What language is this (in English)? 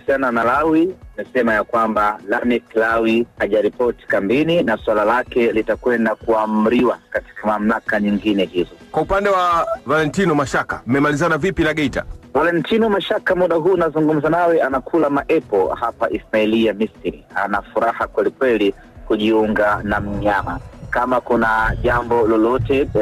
Swahili